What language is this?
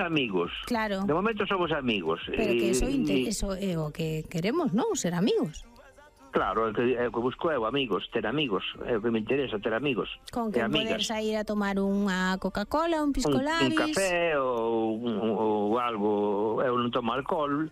Galician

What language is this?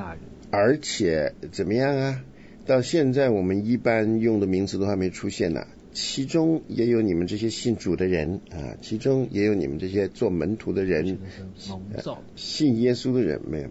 Chinese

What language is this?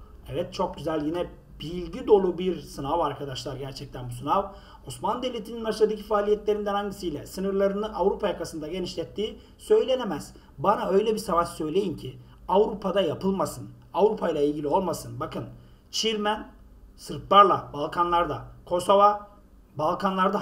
Turkish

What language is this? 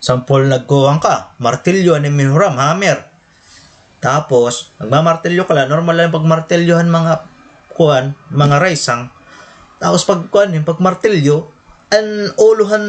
Waray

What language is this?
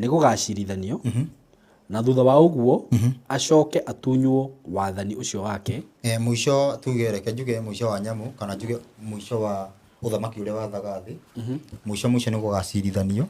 Kikuyu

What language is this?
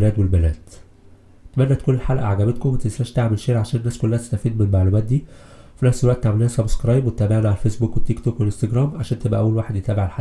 Egyptian Arabic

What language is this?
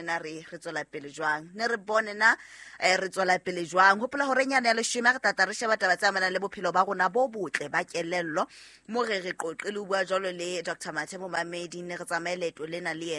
Southern Sotho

